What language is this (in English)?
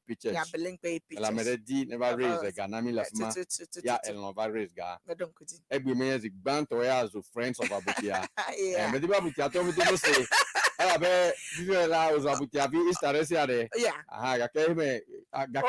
Ewe